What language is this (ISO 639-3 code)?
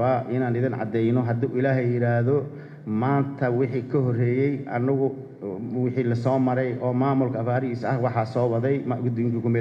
som